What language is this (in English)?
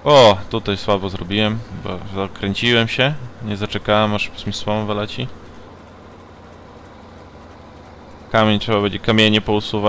Polish